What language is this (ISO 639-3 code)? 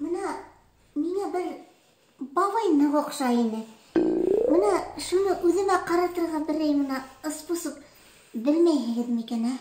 bak